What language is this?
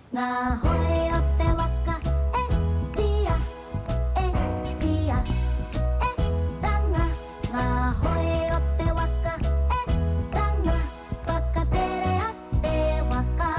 Māori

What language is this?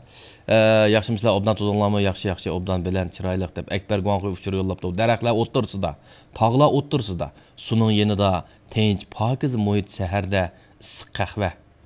Uyghur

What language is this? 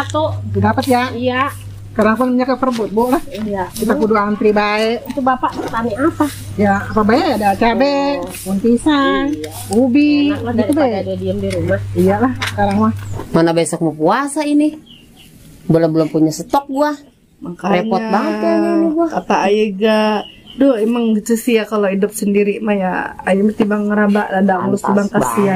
Betawi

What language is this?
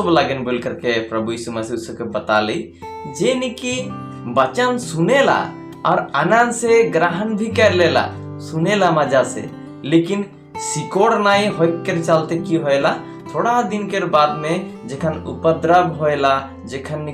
Sadri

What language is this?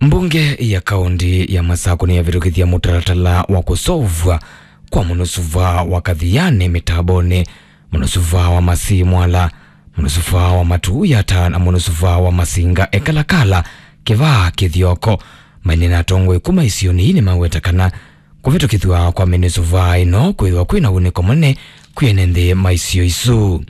Kamba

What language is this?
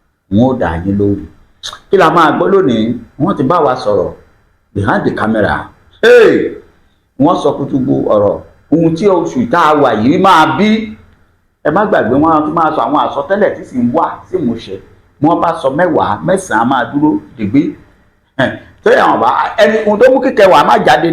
Yoruba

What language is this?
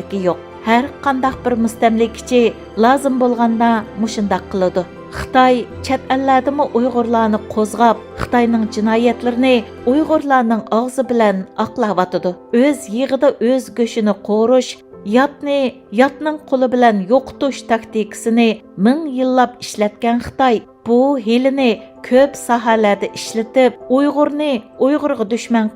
Uyghur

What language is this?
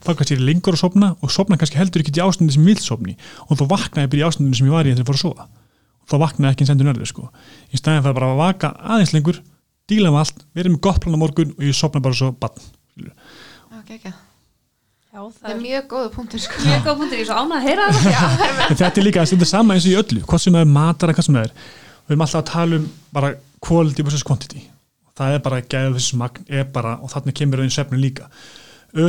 Icelandic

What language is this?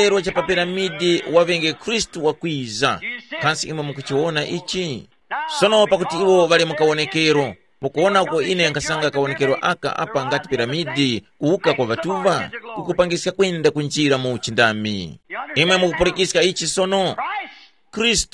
Tumbuka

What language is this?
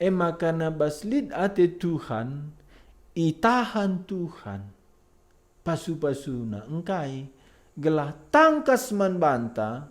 Batak Karo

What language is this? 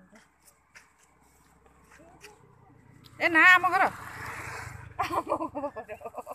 Odia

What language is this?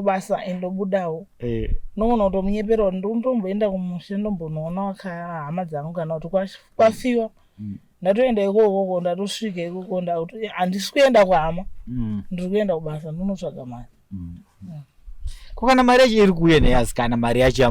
Shona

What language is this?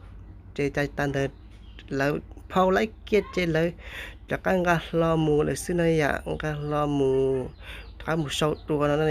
Hmong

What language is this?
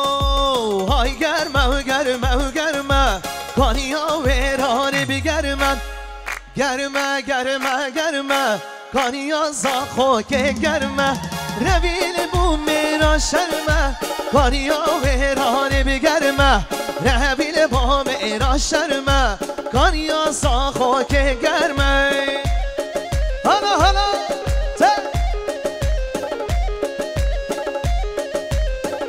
Kurdish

